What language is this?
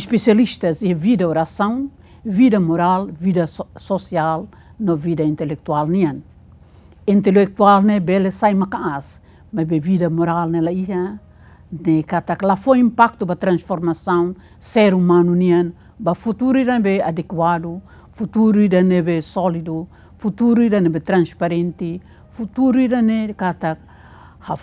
Tetum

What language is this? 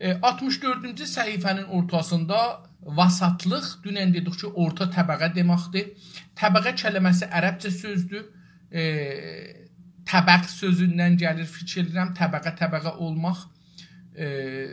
South Azerbaijani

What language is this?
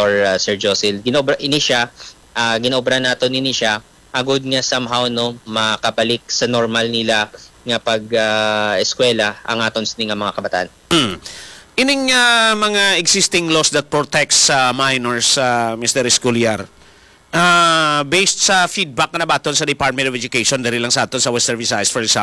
Hiligaynon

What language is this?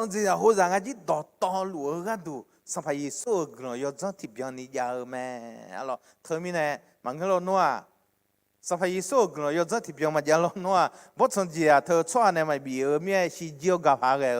Akha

